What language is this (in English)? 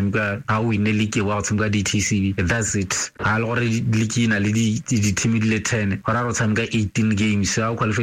Tswana